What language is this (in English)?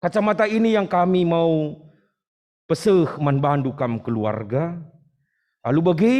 Batak Karo